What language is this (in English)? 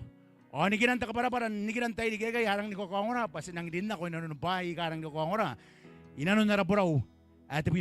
Gilbertese